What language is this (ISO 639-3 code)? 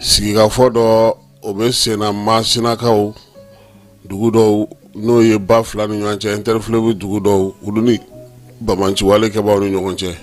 bam